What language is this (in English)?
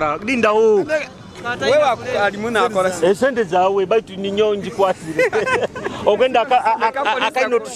Nyoro